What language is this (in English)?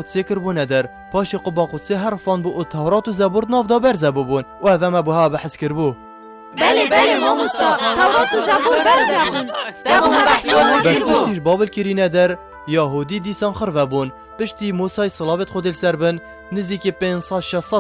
Kurdish